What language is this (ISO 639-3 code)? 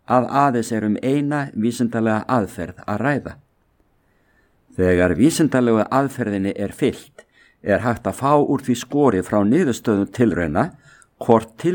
isl